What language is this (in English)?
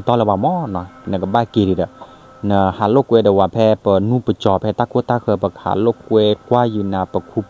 S'gaw Karen